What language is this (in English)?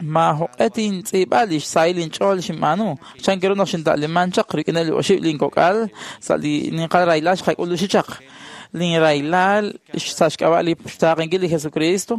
Kekchí